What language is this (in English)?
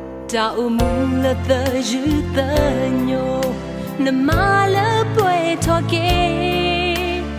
S'gaw Karen